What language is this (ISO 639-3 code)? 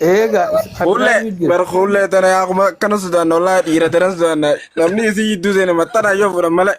orm